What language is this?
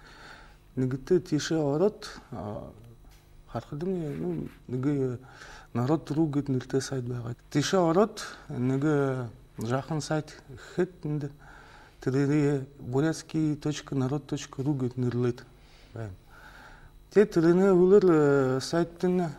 Buriat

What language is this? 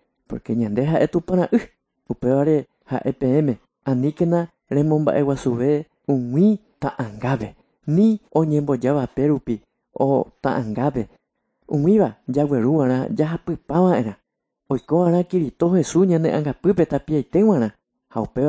Guarani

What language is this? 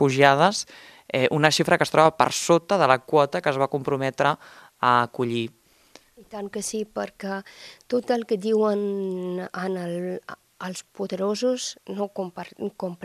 Catalan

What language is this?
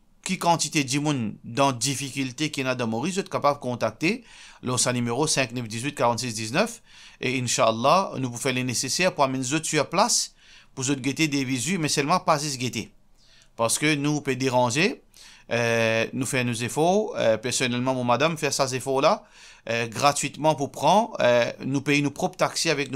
Morisyen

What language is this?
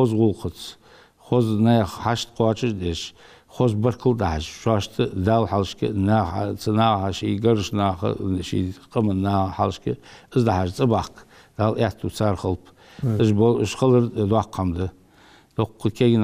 Ingush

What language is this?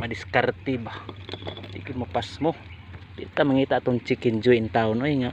Cebuano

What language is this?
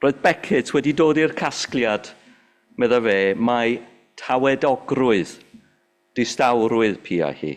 Welsh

